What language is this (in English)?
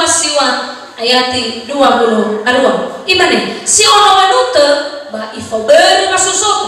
Nias